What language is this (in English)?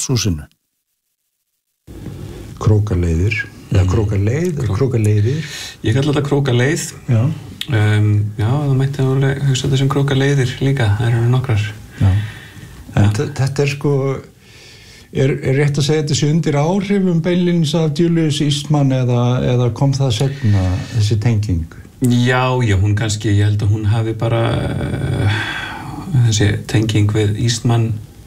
Icelandic